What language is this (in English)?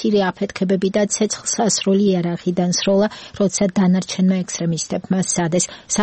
Georgian